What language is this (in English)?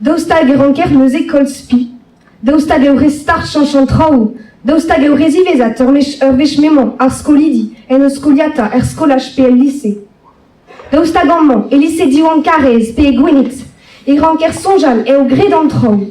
Breton